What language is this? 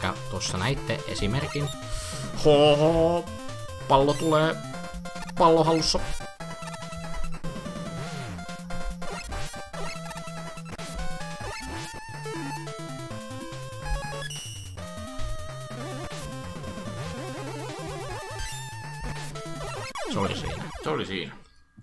Finnish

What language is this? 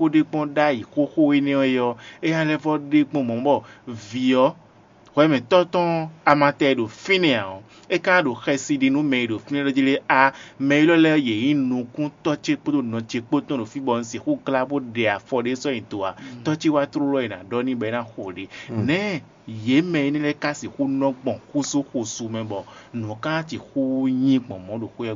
Fon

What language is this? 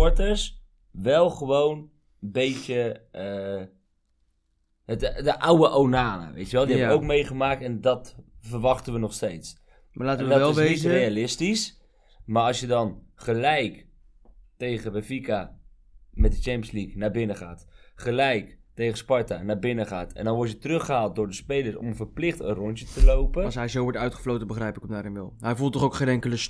Dutch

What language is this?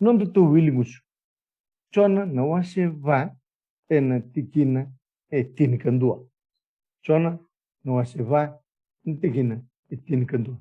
Fijian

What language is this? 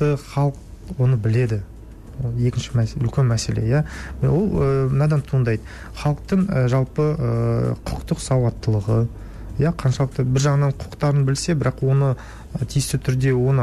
Kazakh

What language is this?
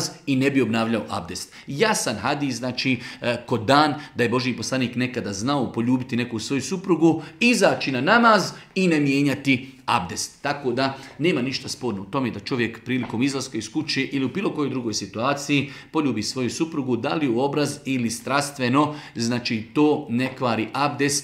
Bosnian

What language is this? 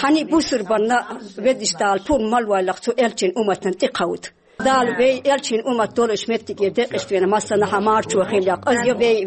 Chechen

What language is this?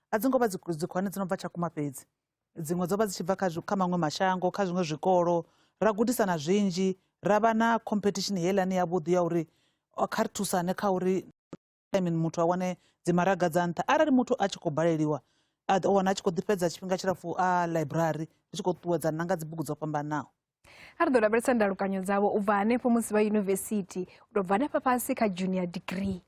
Venda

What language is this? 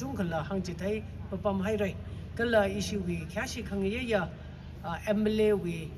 Tangkhul Naga (India)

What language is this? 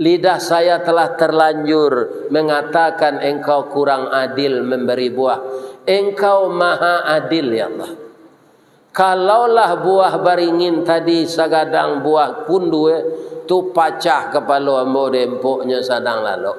Minangkabau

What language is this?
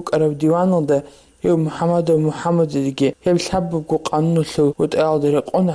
Avaric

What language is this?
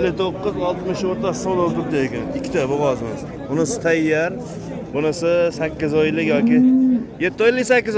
Uzbek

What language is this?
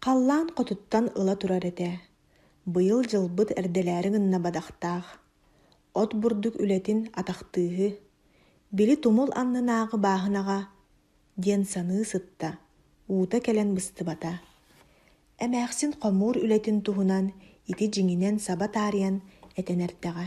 Yakut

